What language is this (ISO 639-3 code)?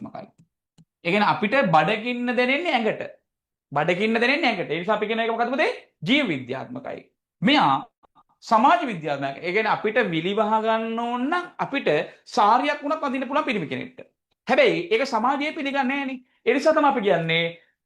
sin